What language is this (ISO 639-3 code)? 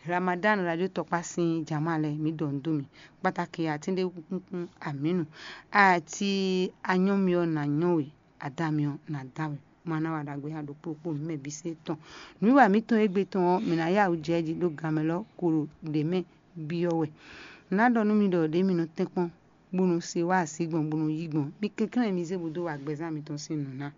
fon